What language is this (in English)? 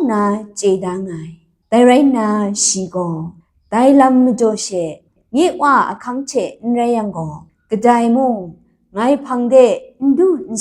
Kachin